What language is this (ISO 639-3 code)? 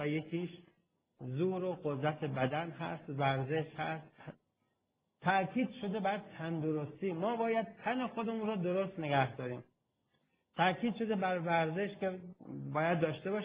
fas